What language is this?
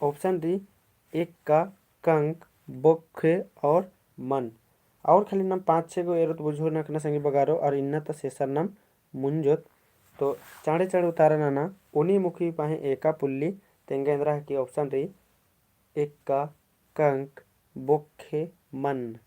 Kurukh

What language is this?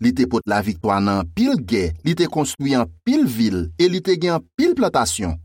Haitian Creole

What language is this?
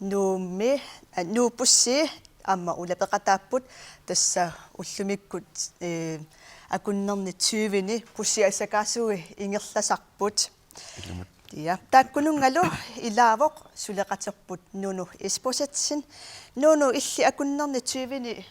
Kalaallisut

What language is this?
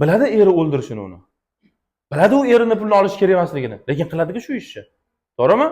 Uzbek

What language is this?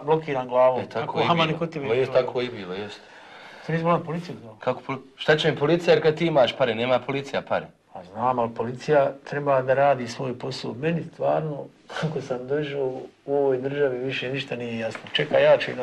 Bosnian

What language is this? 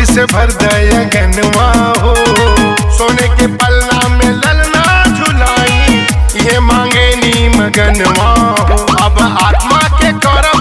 Bhojpuri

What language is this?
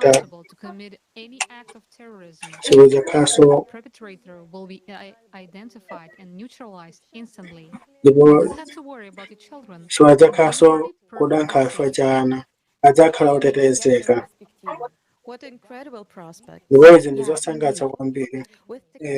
Nyanja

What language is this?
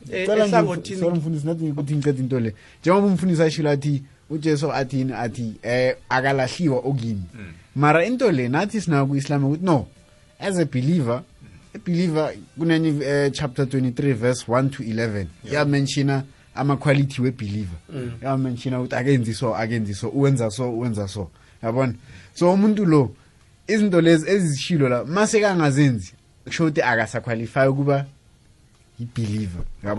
South Ndebele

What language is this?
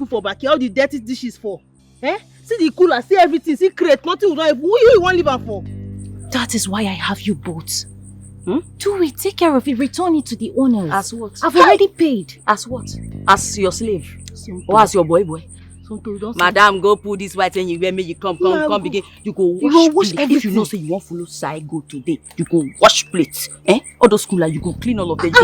Nigerian Pidgin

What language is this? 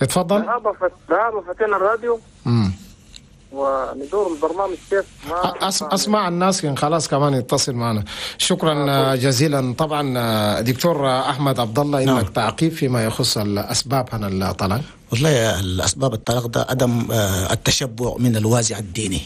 Chadian Arabic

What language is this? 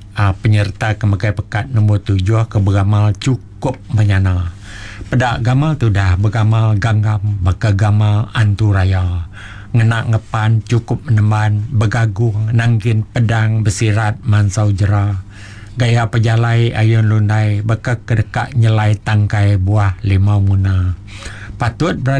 Iban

